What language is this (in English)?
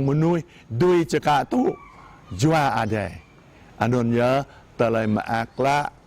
Jarai